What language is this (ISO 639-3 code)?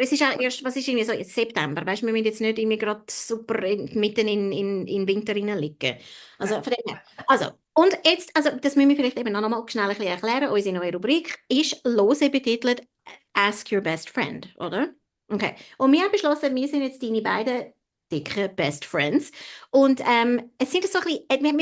gsw